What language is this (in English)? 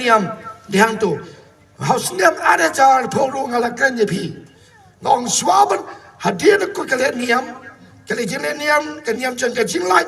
Khasi